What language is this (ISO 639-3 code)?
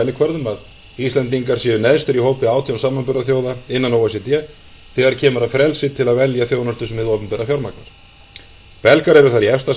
isl